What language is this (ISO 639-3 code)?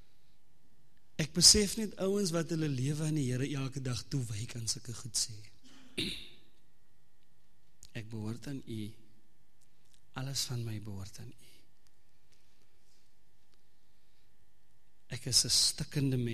afr